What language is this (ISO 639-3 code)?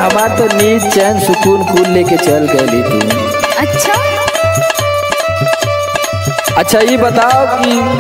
bho